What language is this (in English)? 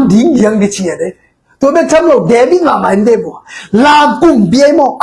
Tedim Chin